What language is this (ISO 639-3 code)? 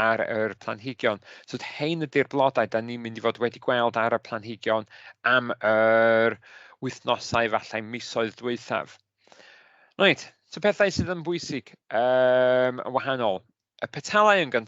cym